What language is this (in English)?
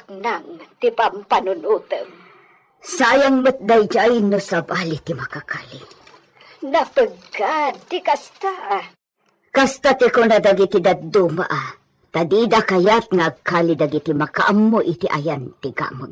Iloko